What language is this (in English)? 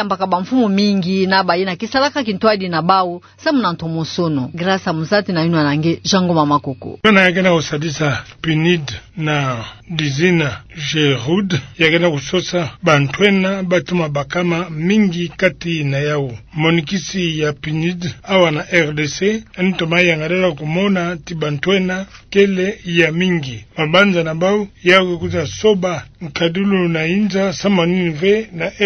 Kituba (Democratic Republic of Congo)